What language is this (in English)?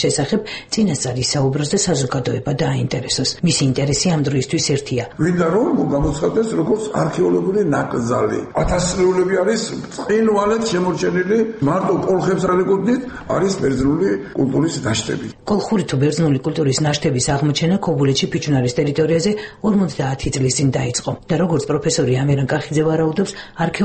Georgian